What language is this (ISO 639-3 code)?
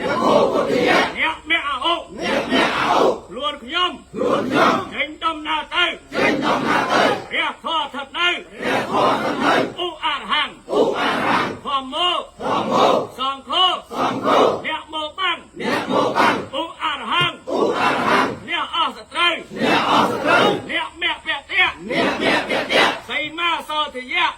khm